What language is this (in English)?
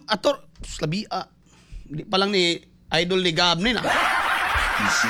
Cebuano